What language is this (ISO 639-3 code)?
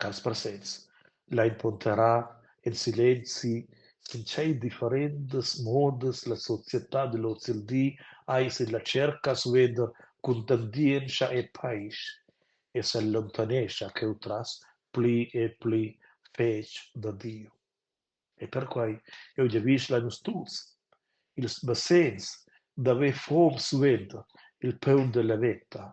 roh